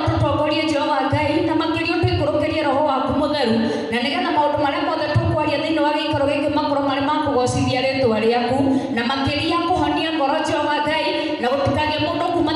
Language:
Kikuyu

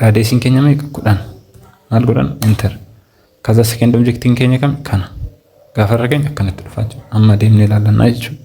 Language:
Oromo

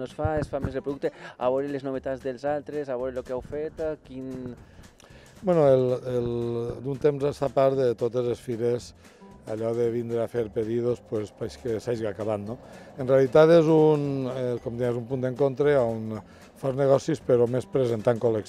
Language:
Catalan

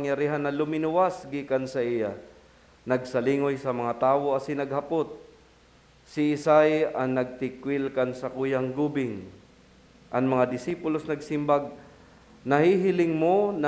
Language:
Bikol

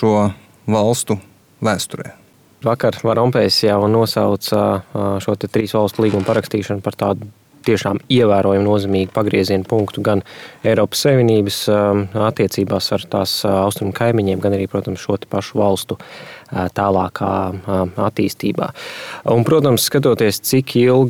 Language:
Latvian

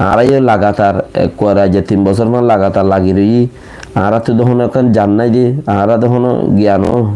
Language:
Rohingya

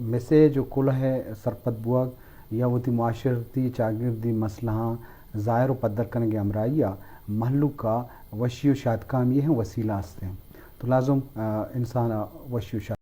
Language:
Eastern Balochi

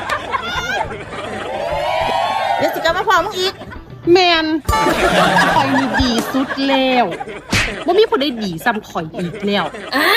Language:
Lao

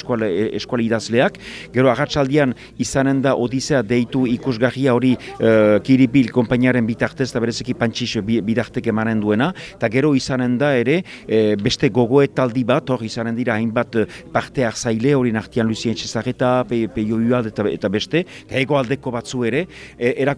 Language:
Basque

